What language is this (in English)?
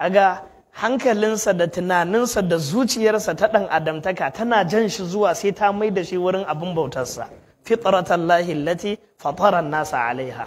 Hausa